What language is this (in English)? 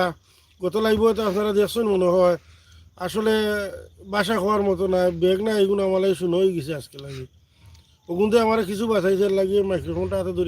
Sylheti